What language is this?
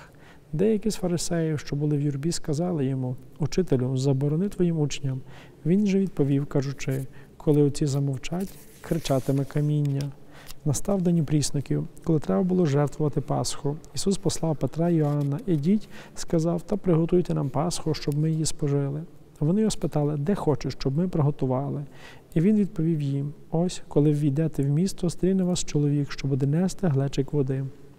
Ukrainian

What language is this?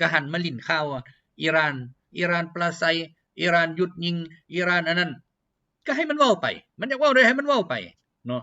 Lao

